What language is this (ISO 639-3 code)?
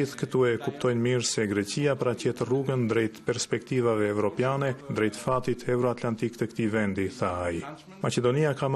sqi